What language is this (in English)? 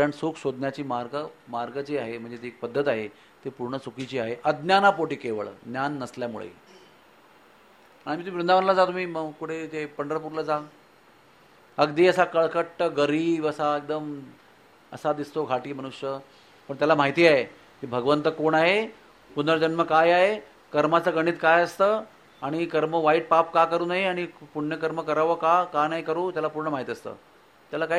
Marathi